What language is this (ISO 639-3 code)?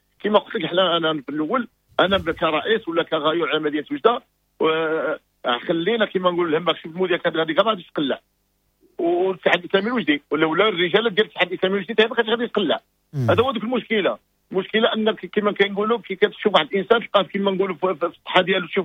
ary